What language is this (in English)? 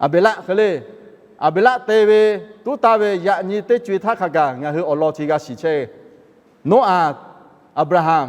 Lahu